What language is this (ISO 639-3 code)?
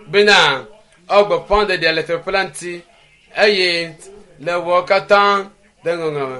ewe